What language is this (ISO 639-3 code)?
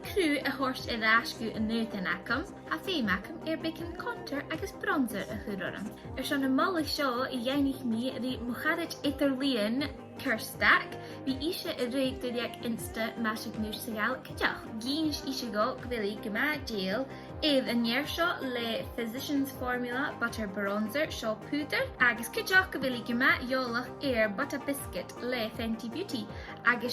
gla